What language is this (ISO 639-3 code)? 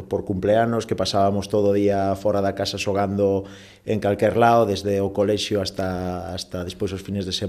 glg